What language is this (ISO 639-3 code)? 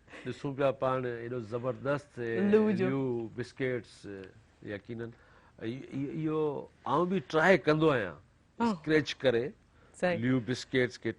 snd